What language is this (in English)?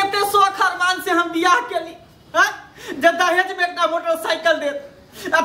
Maithili